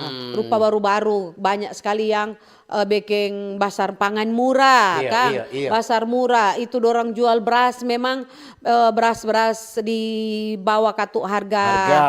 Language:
Manado Malay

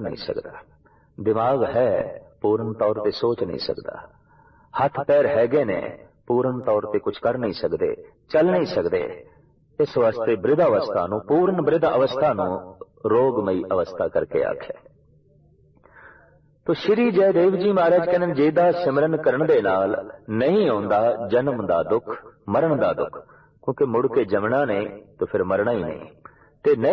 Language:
Punjabi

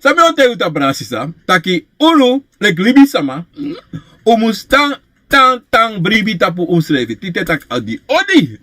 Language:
Sranan Tongo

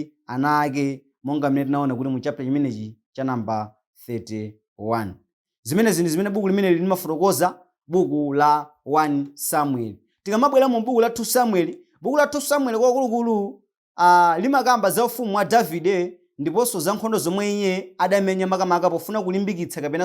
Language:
Nyanja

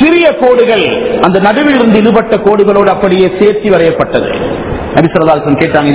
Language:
Tamil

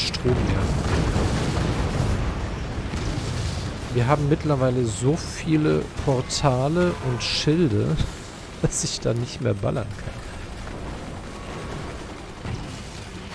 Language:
German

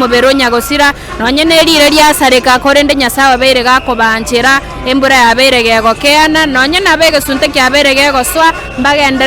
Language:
Gusii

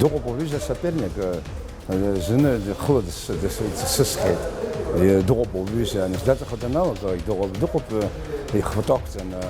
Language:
Abkhazian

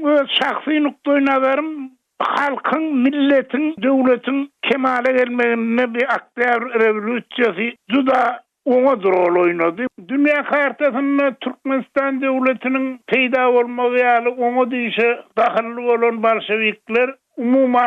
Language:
Turkmen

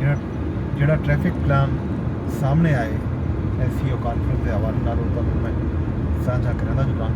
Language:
Saraiki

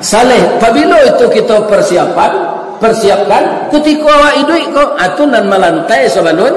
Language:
Minangkabau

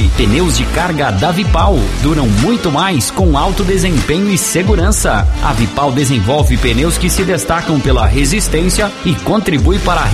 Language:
Portuguese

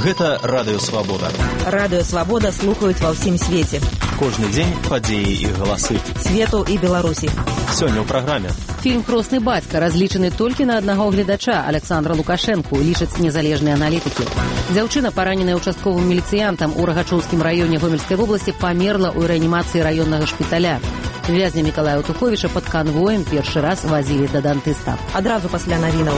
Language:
Belarusian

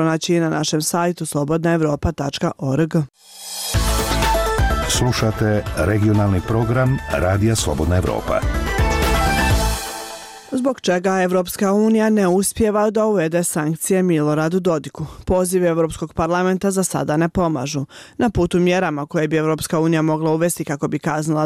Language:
Bosnian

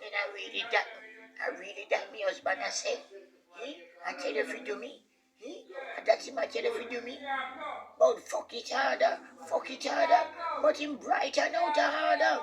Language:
Jamaican Creole English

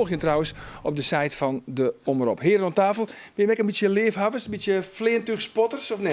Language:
Western Frisian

